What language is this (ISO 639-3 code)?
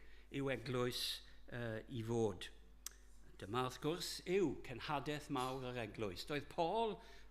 cym